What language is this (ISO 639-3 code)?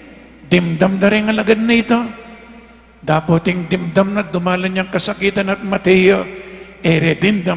pam